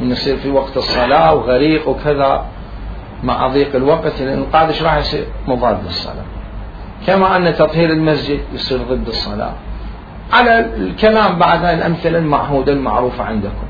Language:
Mesopotamian Arabic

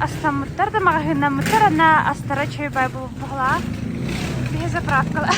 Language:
Yakut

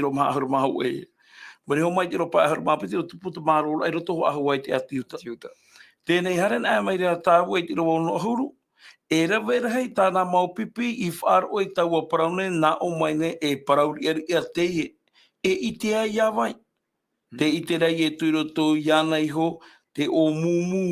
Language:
Tahitian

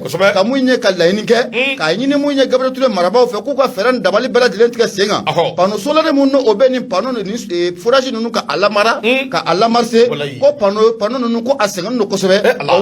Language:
Bambara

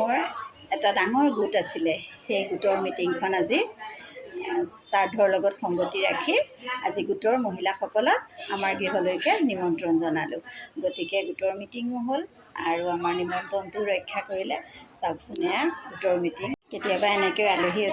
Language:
Assamese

